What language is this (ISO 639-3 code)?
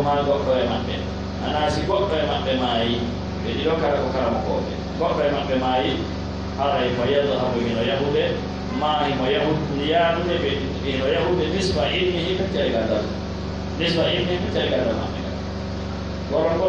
fuf